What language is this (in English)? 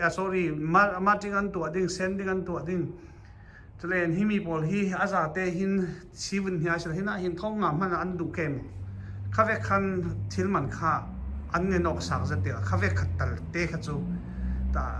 Falam Chin